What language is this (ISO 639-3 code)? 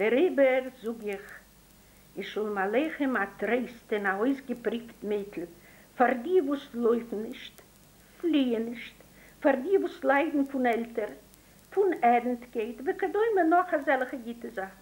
yid